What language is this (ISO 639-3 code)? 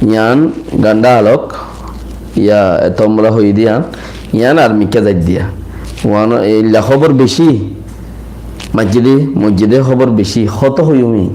rhg